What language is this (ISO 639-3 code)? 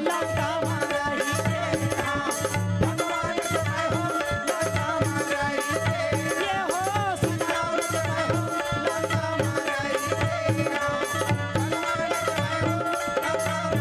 hne